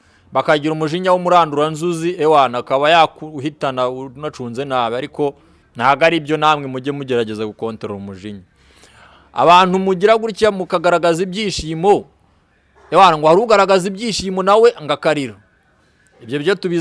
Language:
Kinyarwanda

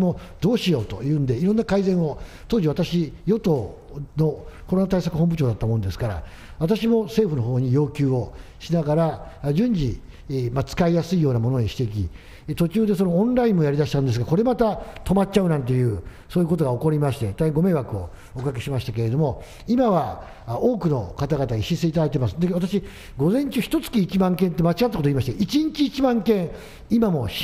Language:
Japanese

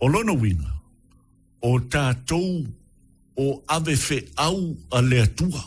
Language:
Samoan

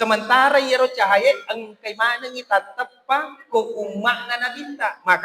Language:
Buginese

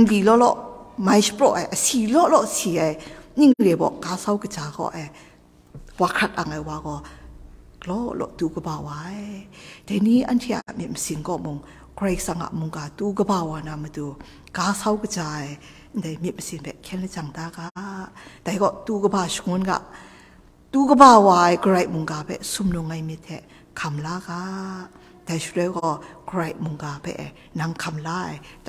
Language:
Kachin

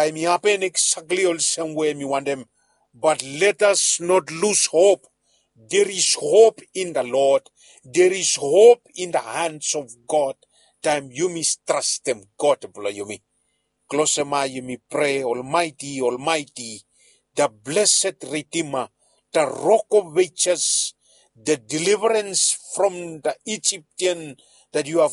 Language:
Bislama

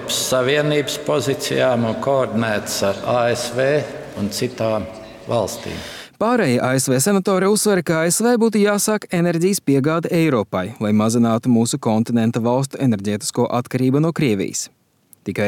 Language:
Latvian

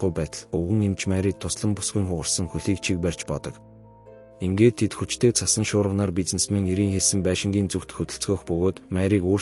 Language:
Mongolian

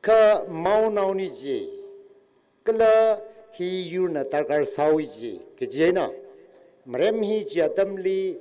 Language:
Tangkhul Naga (India)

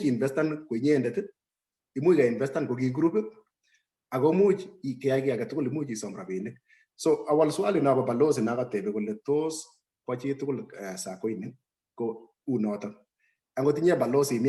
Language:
Kalenjin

